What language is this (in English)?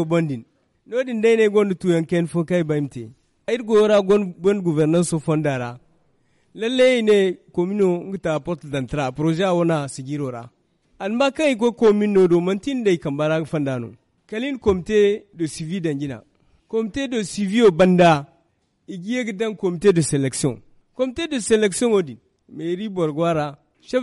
Zarma